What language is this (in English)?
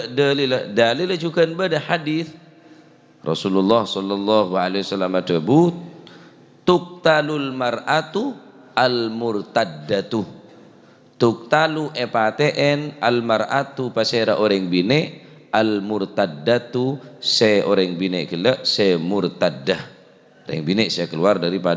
Madurese